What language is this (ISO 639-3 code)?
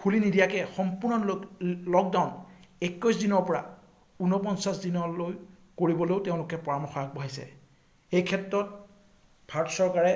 asm